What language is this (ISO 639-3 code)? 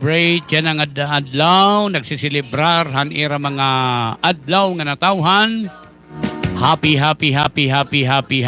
war